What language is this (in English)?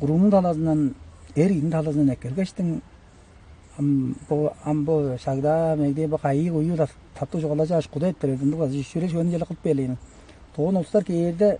Tuvinian